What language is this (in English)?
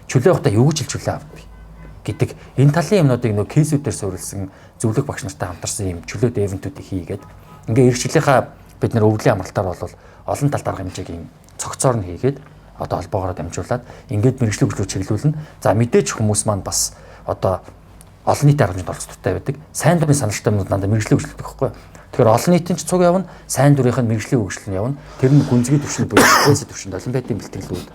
Mongolian